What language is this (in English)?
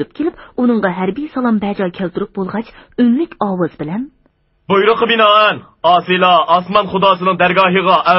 Uyghur